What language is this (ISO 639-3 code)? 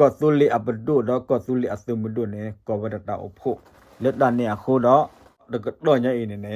ksw